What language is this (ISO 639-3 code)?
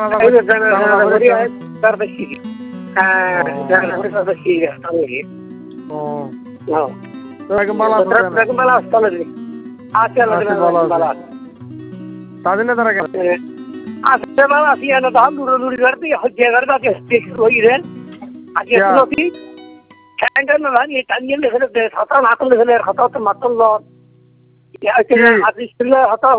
ben